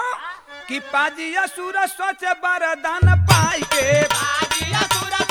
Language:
Bhojpuri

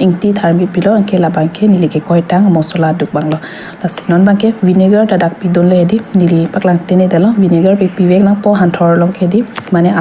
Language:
Karbi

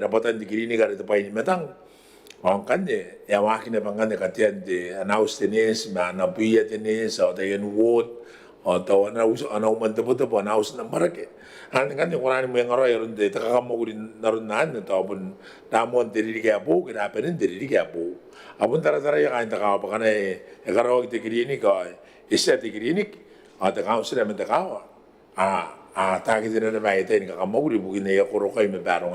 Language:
Gilbertese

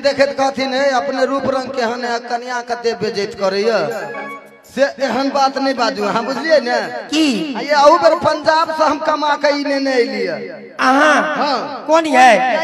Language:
Maithili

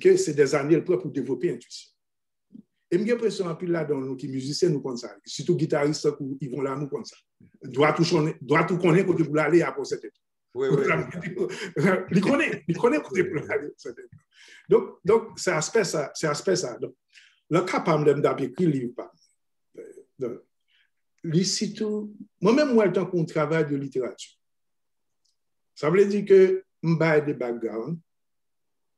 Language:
French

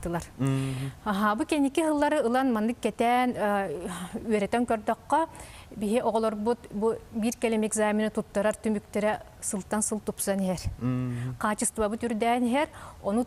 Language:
Yakut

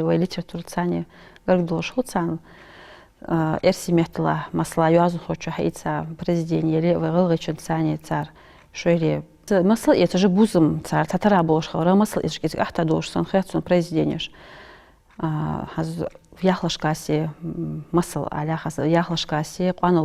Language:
Ingush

